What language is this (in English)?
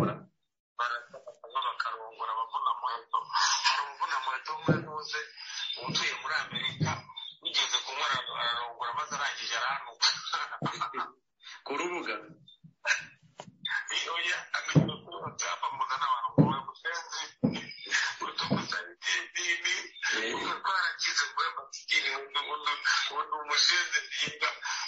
Kinyarwanda